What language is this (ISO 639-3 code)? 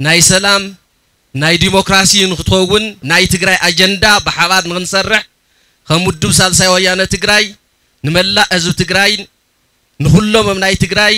tir